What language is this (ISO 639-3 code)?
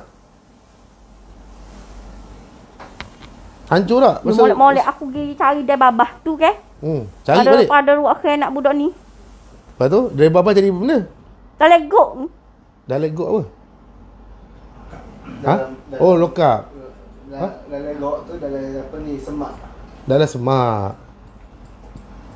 msa